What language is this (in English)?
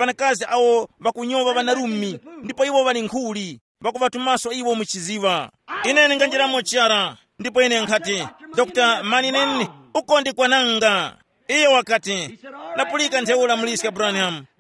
Tumbuka